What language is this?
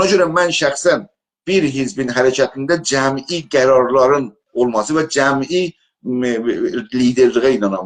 South Azerbaijani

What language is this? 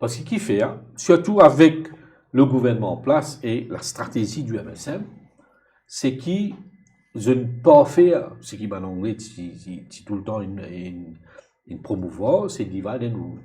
Morisyen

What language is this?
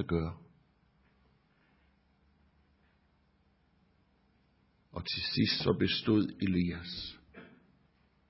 Danish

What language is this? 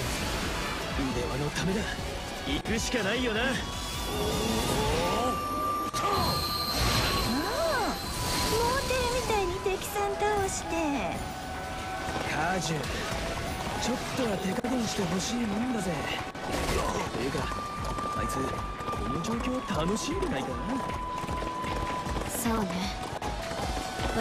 Japanese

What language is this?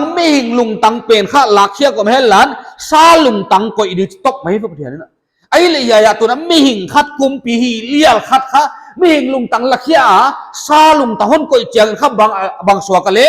Paite Chin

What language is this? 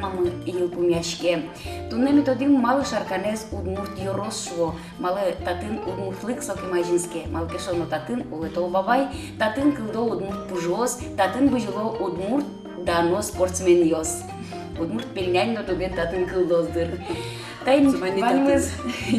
Udmurt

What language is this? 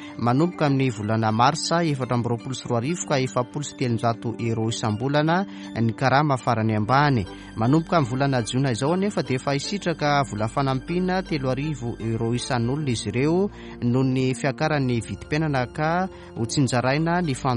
Malagasy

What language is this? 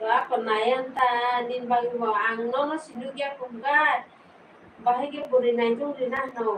Kok Borok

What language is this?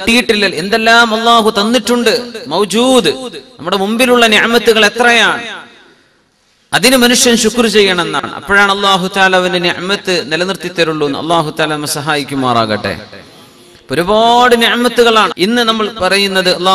Malayalam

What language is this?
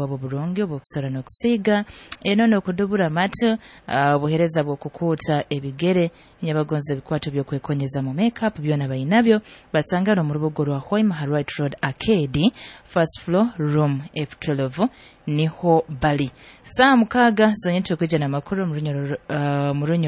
Nyoro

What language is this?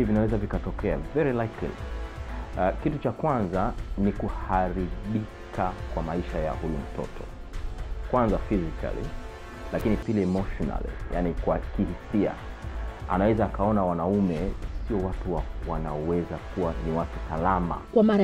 Swahili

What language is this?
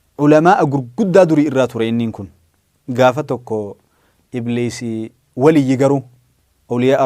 Oromo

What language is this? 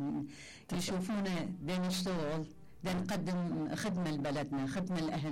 Mesopotamian Arabic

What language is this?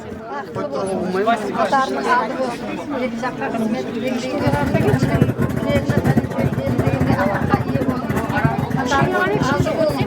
Kara-Kalpak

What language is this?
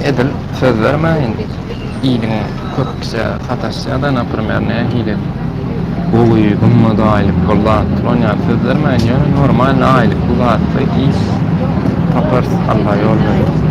Turkmen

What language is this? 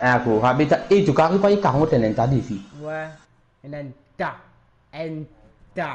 Morisyen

